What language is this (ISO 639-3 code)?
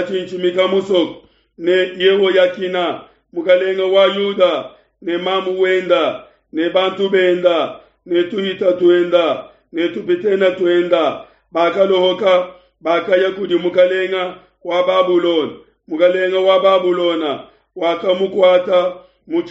lua